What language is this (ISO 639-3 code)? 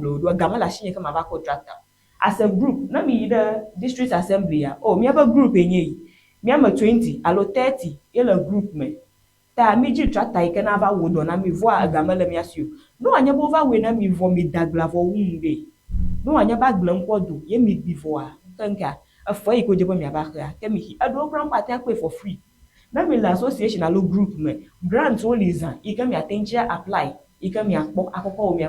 ewe